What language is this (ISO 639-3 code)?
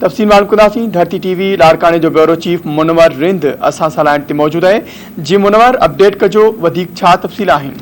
snd